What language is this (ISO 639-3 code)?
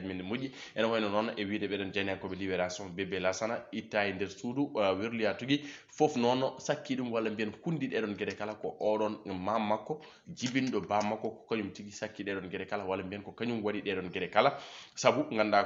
ful